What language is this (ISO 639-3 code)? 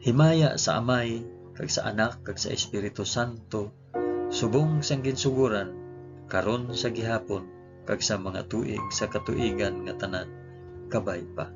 hil